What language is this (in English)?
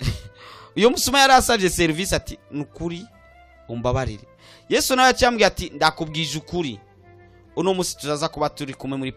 Rundi